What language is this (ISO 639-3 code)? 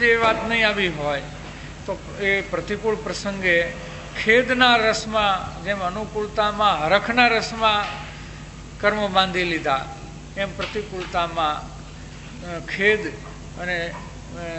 guj